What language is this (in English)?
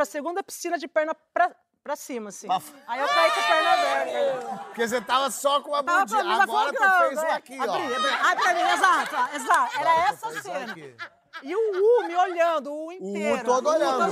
Portuguese